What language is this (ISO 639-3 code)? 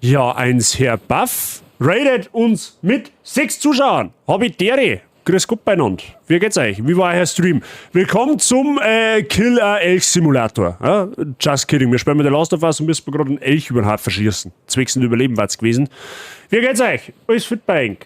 bar